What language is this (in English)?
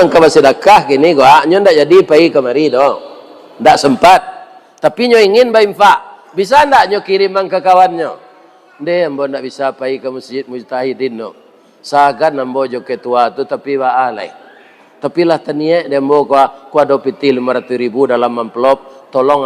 Minangkabau